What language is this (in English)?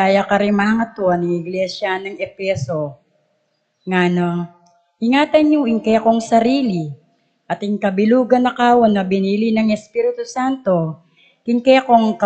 Pampanga